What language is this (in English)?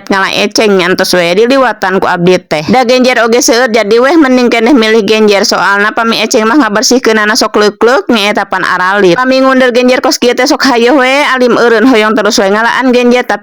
Sundanese